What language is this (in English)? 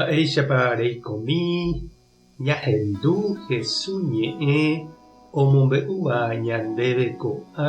Guarani